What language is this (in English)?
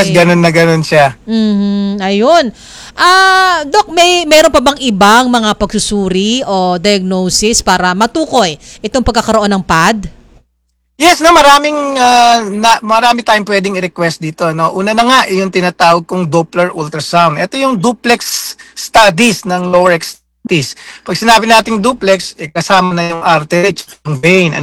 Filipino